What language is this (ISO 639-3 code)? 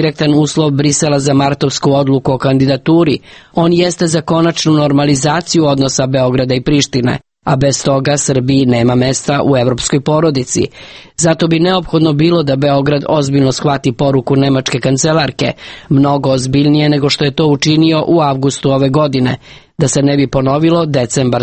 srp